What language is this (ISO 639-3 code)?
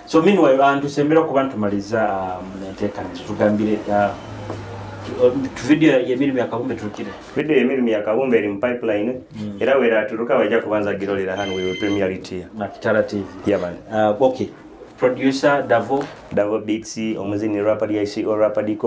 nyo